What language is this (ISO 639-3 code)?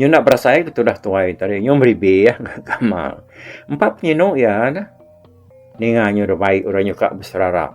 iba